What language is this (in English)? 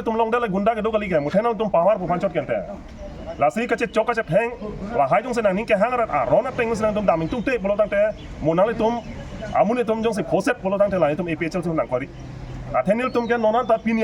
Karbi